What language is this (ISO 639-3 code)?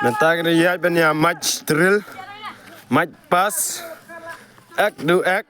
kha